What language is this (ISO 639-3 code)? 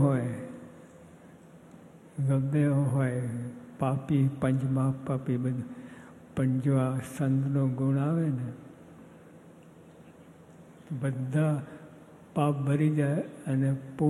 guj